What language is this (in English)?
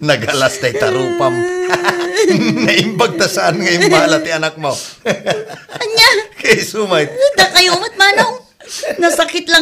Iloko